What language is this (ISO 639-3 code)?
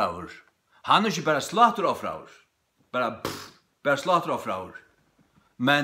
fao